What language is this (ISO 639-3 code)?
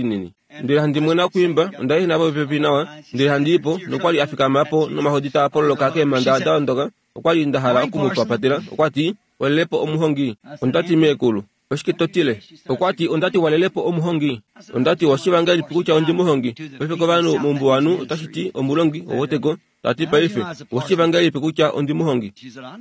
kua